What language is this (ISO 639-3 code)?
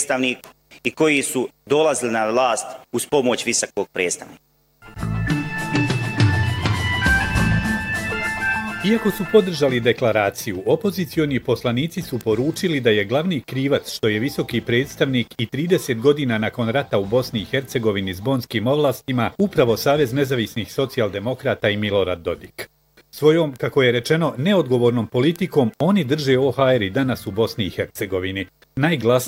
bos